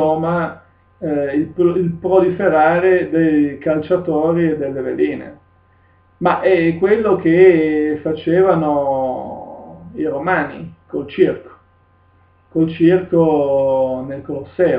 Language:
Italian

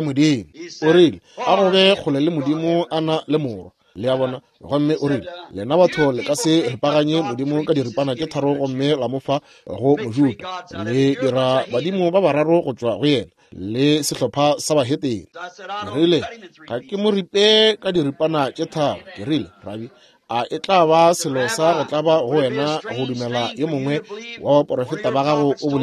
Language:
Northern Sotho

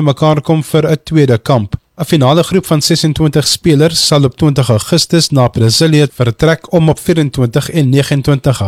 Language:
Afrikaans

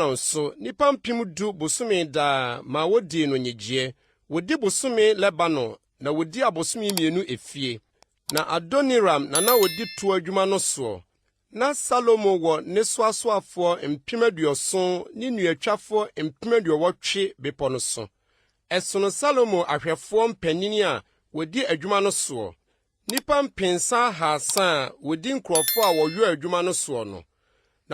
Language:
Akan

